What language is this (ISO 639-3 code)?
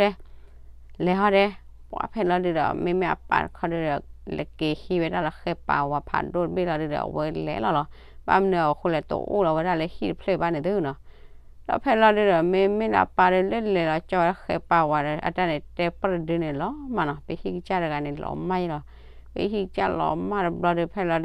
ksw